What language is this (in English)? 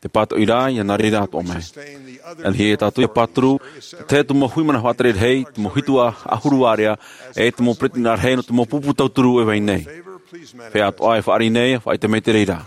Tahitian